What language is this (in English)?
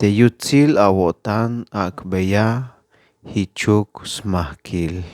Tzeltal